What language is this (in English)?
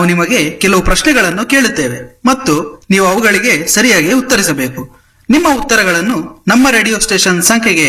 Kannada